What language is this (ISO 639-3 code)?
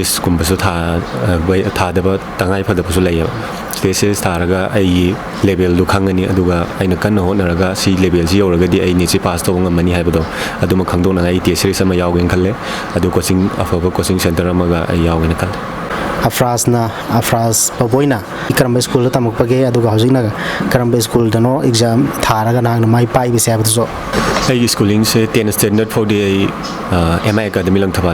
mni